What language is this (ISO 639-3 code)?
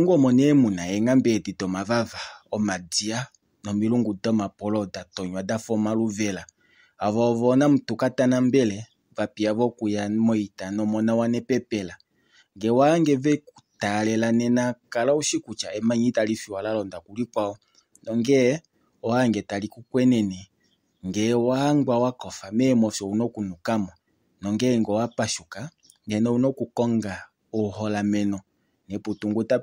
kua